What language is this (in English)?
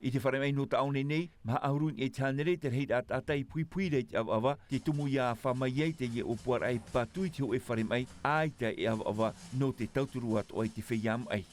Tahitian